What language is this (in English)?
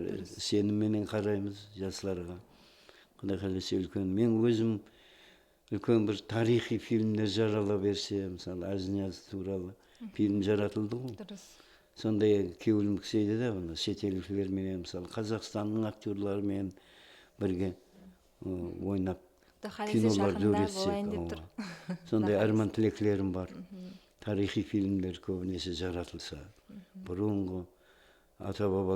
Kara-Kalpak